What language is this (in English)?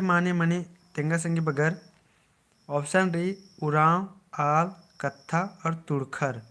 Kurukh